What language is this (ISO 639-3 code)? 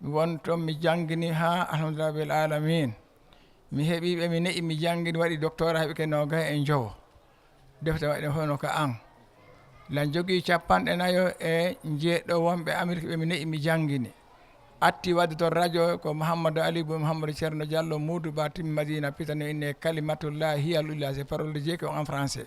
ful